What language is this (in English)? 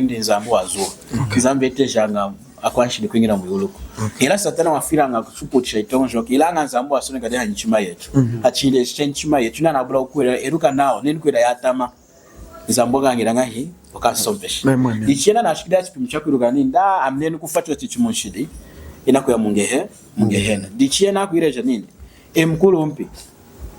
Lunda